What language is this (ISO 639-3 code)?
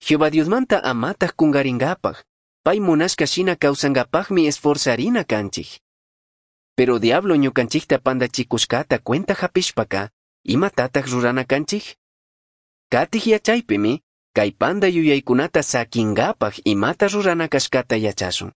qug